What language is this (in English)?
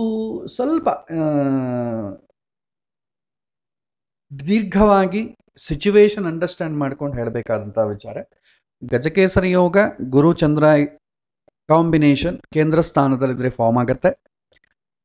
Kannada